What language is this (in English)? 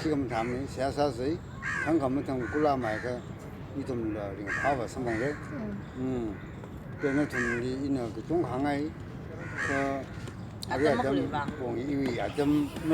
Tangkhul Naga (India)